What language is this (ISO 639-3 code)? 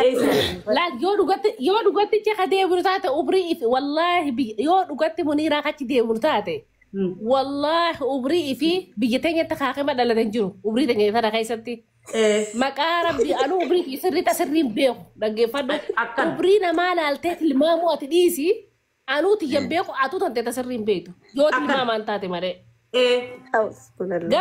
orm